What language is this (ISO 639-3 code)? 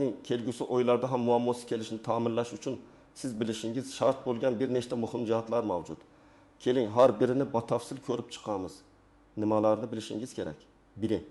uzb